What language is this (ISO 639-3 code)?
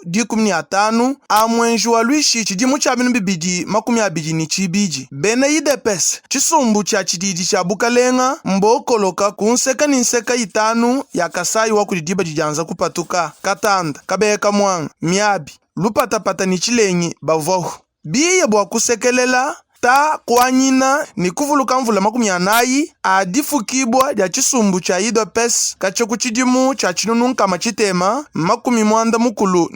lua